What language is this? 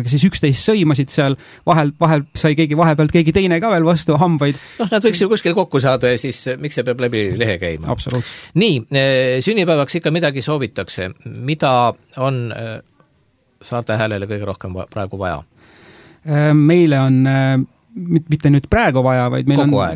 Estonian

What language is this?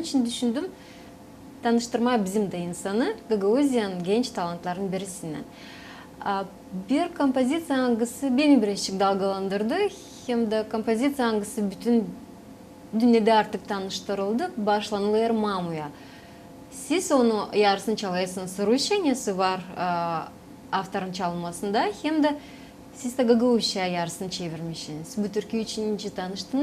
Gagauz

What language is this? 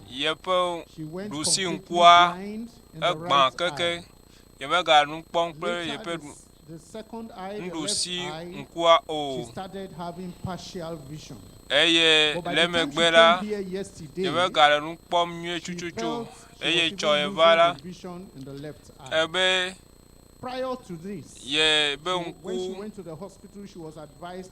Ewe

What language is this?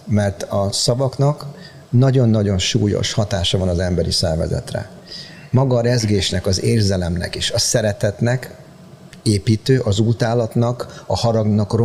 Hungarian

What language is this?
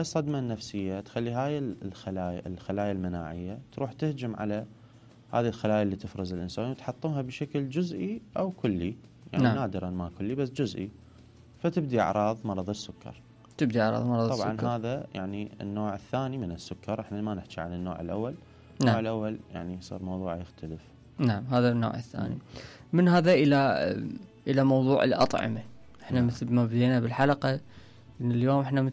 Mesopotamian Arabic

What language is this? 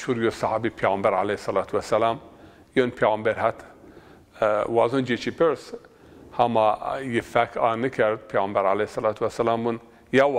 Zaza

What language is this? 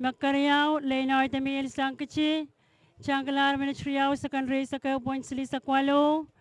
Pohnpeian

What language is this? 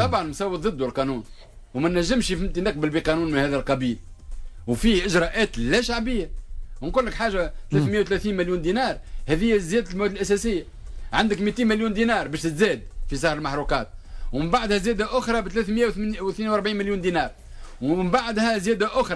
Tunisian Arabic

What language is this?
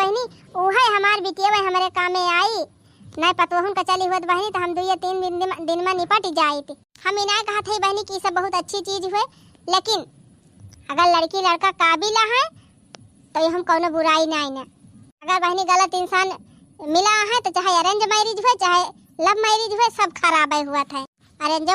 Awadhi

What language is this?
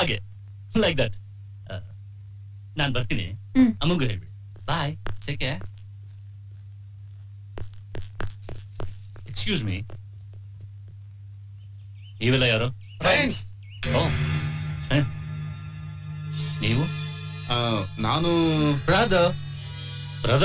Kannada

